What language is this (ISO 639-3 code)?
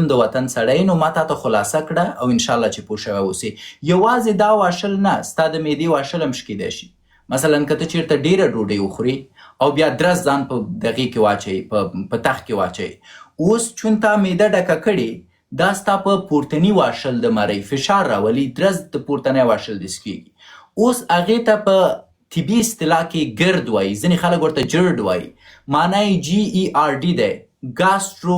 pus